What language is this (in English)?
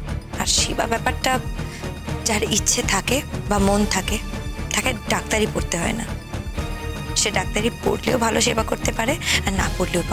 Bangla